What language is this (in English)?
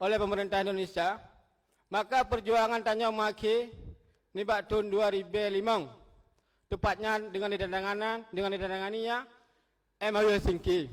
Achinese